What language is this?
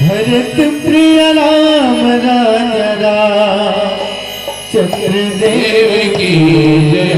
Chhattisgarhi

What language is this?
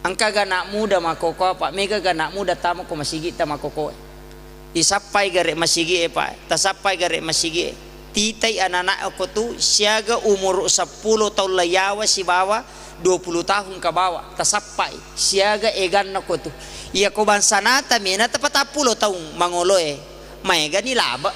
Buginese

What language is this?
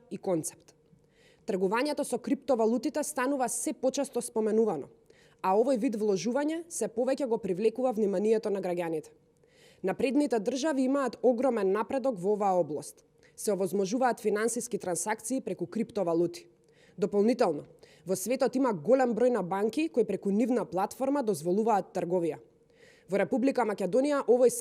Macedonian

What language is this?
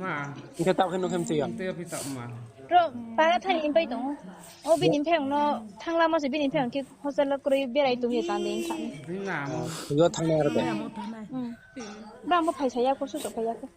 Riang (India)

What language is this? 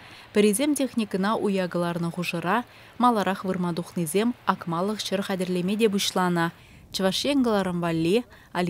Chuvash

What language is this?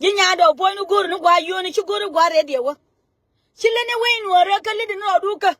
Nuer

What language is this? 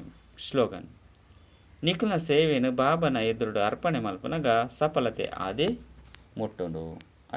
Tulu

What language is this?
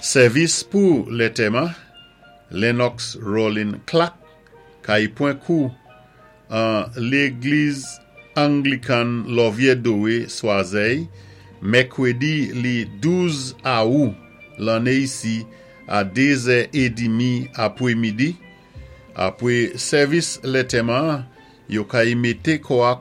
Saint Lucian Creole French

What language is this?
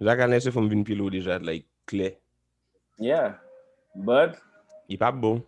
Haitian Creole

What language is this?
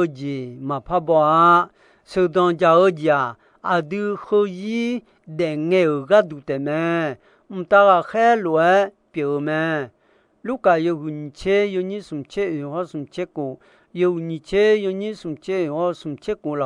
Akha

